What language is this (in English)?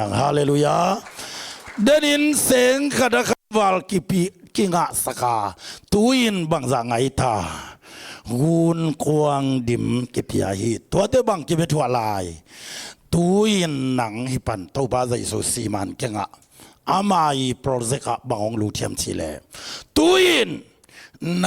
Tedim Chin